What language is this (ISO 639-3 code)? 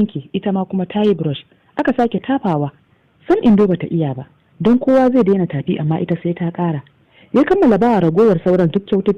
hau